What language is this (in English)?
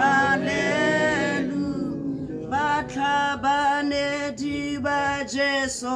Tswana